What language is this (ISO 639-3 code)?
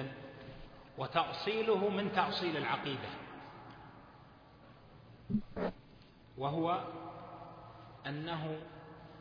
ara